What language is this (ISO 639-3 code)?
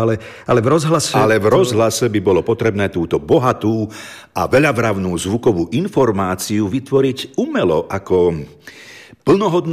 slk